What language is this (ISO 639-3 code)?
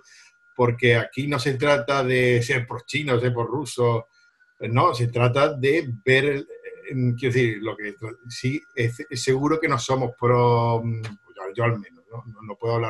spa